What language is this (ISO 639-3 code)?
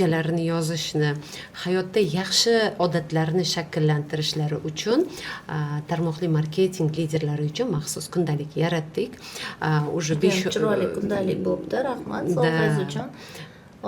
uzb